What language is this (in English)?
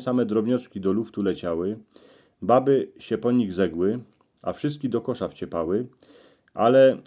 Silesian